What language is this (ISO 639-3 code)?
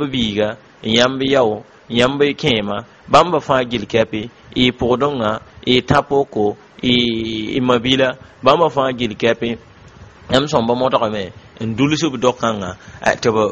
mos